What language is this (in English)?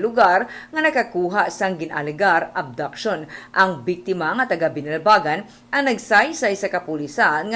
Hiligaynon